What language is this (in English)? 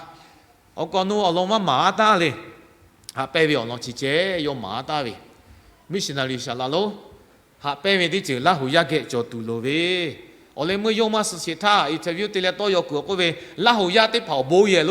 Lahu